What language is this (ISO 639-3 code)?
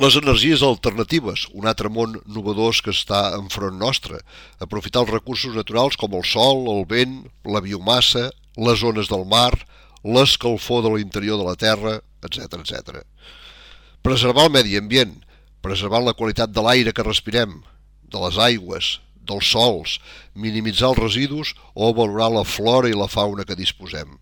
cat